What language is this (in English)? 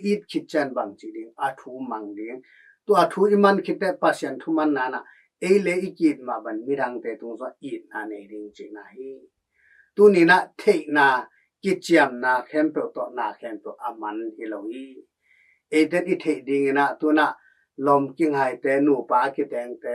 Tedim Chin